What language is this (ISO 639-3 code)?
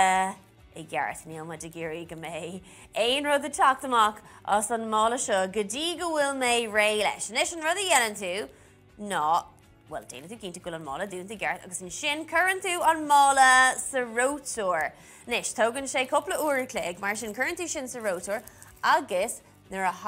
gle